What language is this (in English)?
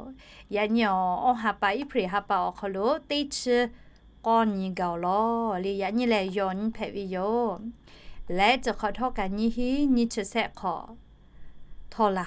Lahu